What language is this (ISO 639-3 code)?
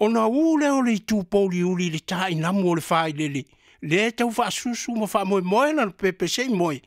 smo